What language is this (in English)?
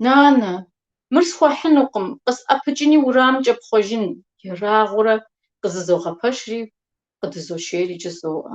Kabardian